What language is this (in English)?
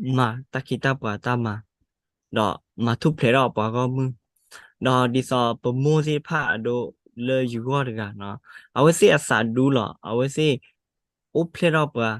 S'gaw Karen